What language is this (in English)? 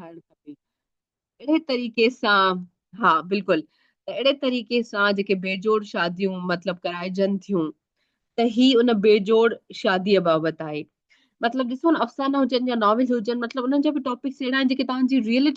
Sindhi